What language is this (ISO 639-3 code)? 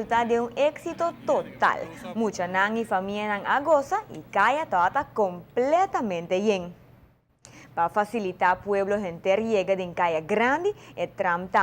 pap